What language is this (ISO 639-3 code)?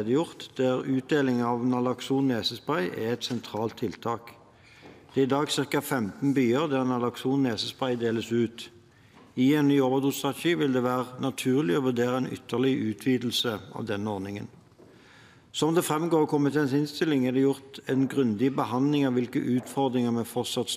nor